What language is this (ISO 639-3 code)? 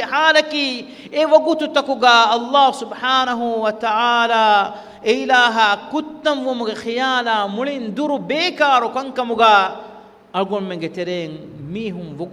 div